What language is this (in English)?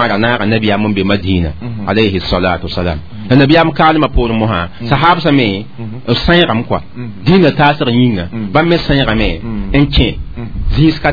Mossi